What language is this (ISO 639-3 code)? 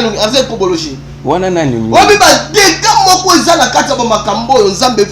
lin